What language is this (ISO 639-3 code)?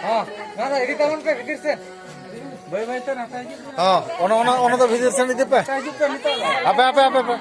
sat